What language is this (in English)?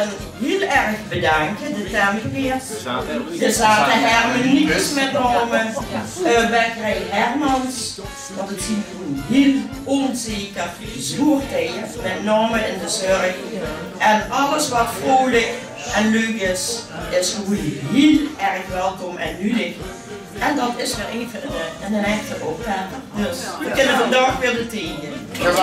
Limburgish